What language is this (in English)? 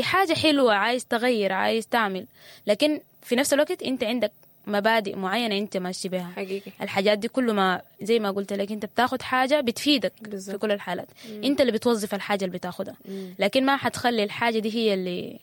Sudanese Arabic